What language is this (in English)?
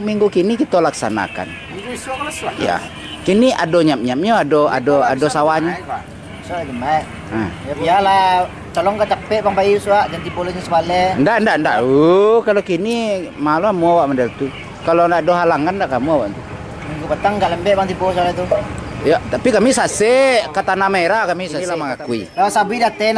Minangkabau